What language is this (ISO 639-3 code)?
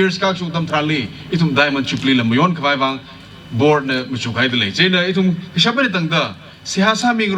nmf